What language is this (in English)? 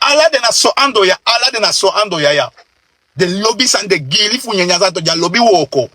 Sranan Tongo